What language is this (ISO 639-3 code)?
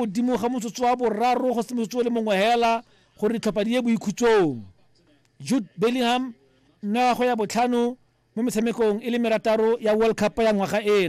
tsn